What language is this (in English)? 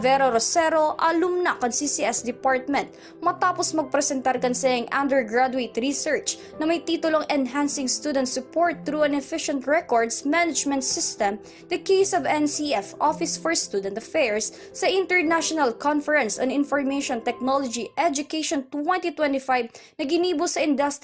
Bikol